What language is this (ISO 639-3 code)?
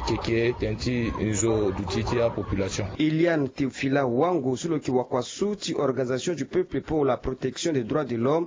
sag